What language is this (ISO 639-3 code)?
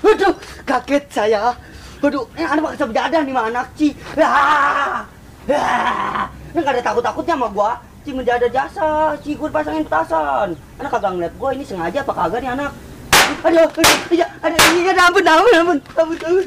bew